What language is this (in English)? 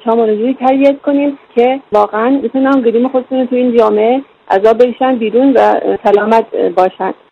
Persian